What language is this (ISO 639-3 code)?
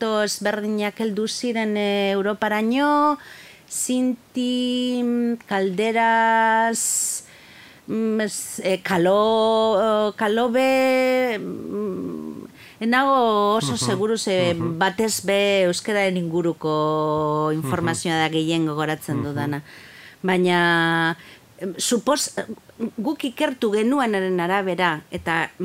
eus